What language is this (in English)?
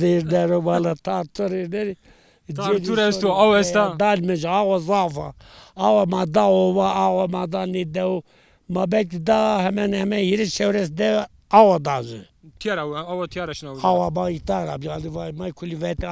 Zaza